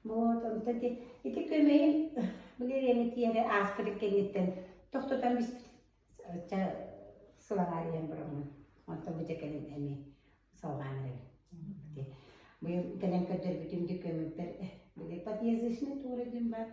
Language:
Yakut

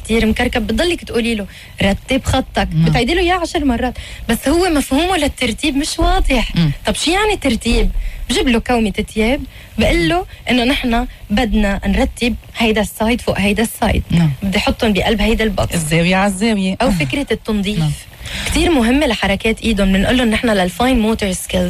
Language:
North Levantine Arabic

